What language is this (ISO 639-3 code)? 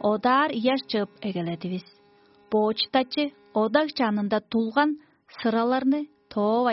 tyv